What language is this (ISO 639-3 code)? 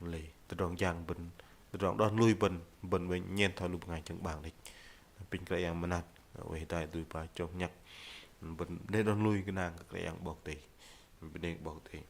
bdq